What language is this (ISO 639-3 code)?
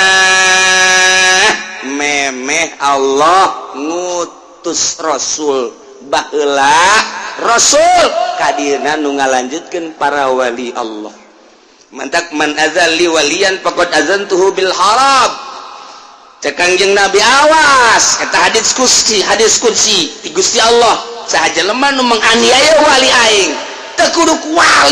sun